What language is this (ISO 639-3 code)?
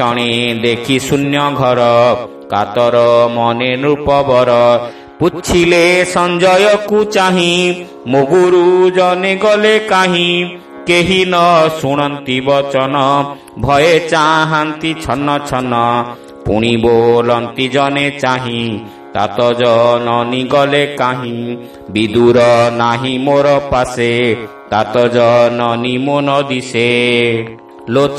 ori